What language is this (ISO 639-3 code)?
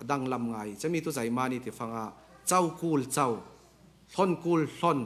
cfm